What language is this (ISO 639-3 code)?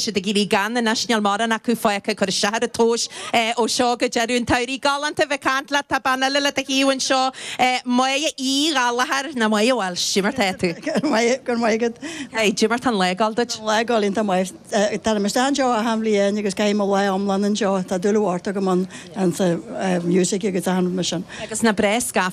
gle